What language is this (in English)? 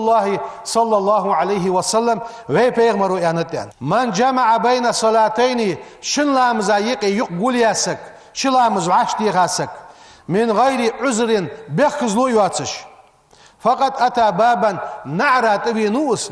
Ingush